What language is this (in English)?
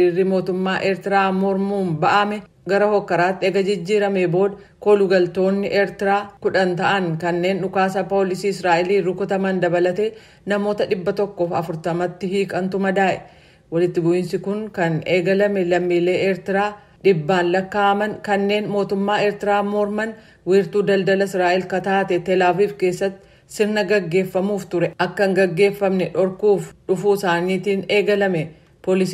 Oromo